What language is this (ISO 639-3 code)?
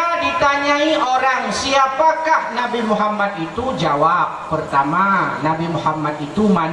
ace